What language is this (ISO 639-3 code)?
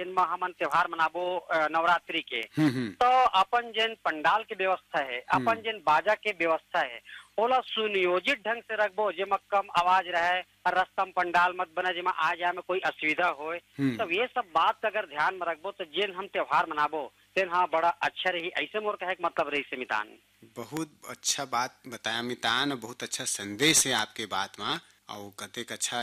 hne